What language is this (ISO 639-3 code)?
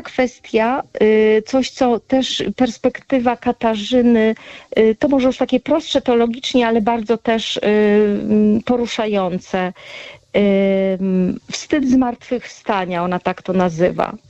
pol